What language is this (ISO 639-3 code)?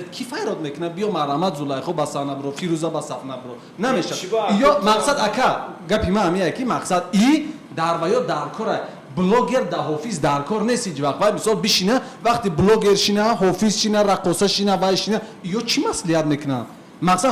tgk